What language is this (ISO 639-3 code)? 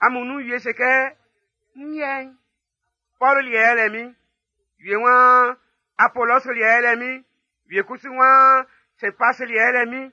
bci